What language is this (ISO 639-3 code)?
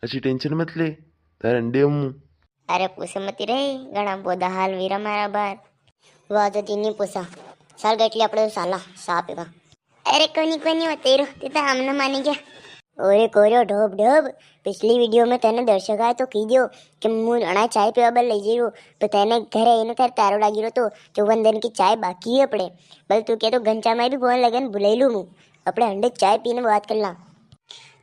raj